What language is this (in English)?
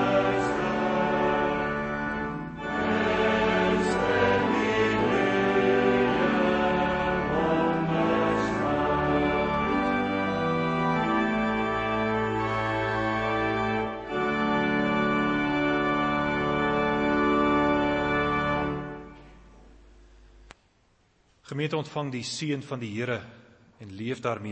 Afrikaans